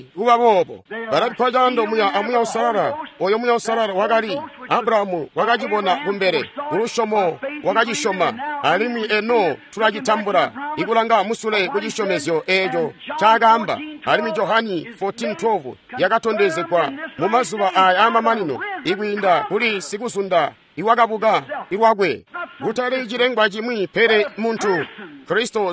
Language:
Tonga (Zambia)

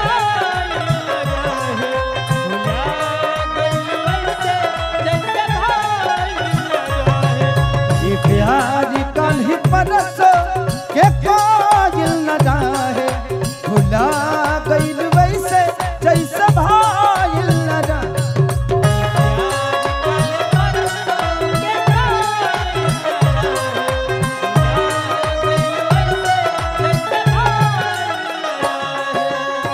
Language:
Bhojpuri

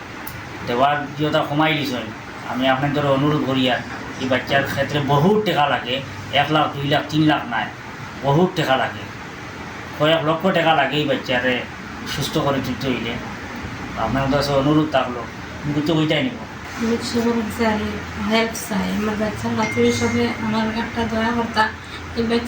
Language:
Sylheti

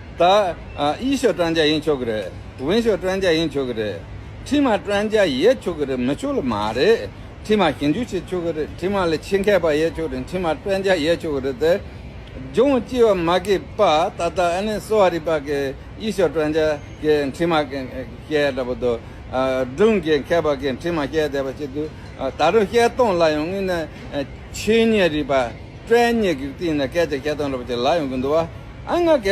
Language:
Tibetan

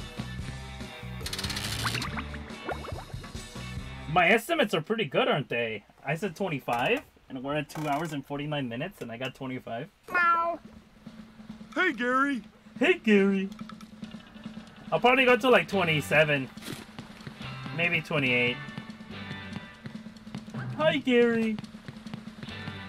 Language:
English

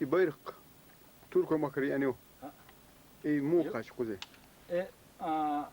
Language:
Chechen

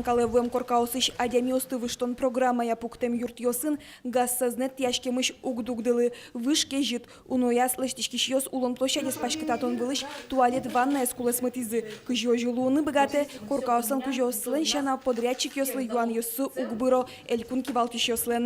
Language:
Udmurt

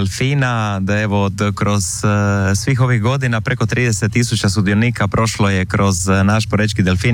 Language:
Croatian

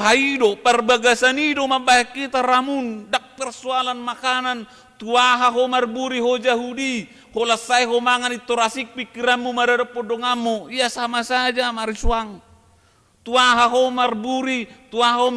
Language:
Batak Toba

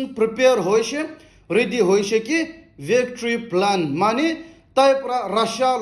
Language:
Naga Pidgin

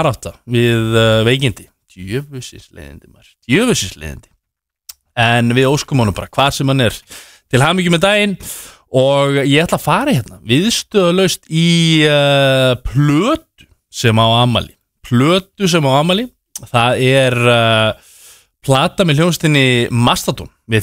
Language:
Icelandic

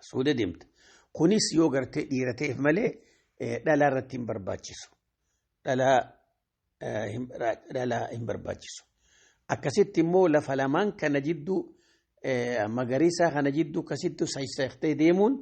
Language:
Oromo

